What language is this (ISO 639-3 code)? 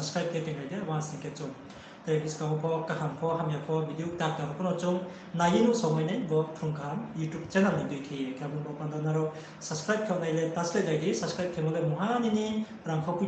ria